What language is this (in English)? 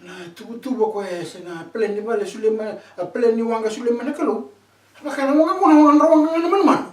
Fijian